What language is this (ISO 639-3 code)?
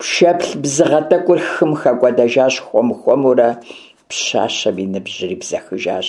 kbd